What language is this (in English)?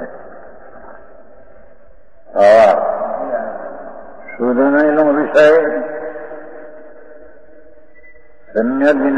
Gujarati